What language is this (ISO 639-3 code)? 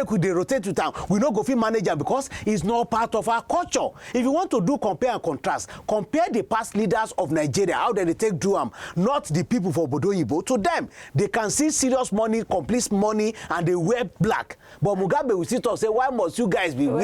pcm